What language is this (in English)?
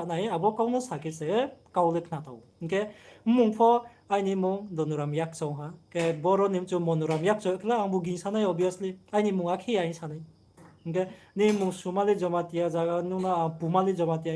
Riang (India)